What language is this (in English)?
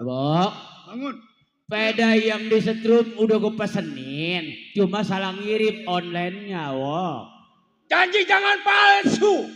Betawi